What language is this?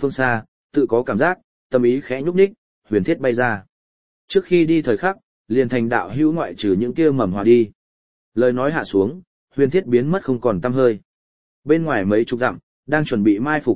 Vietnamese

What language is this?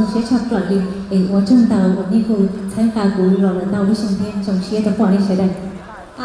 Hmong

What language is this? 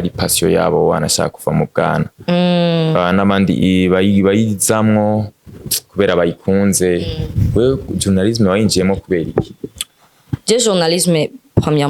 Rundi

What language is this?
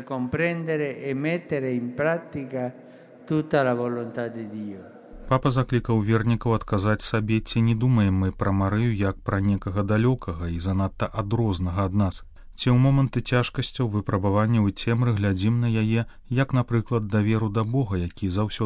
Belarusian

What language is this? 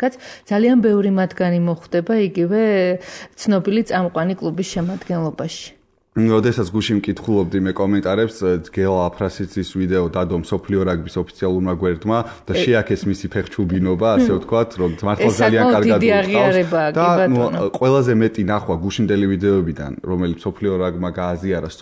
Georgian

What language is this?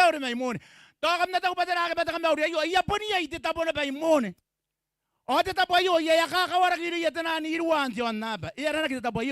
Gilbertese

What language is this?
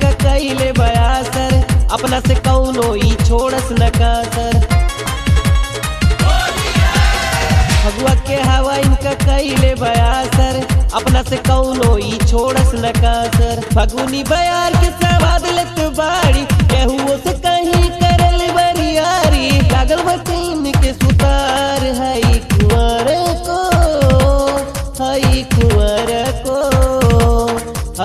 Bhojpuri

